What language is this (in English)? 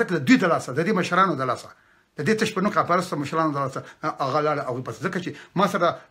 Pashto